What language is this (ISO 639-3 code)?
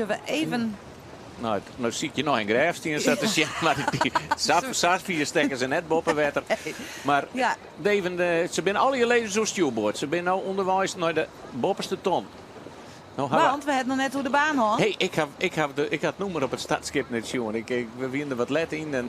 fry